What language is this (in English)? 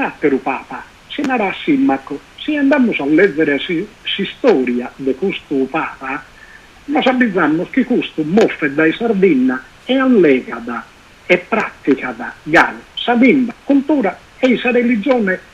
Sardinian